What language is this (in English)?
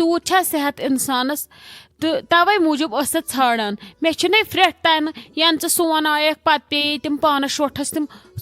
Kashmiri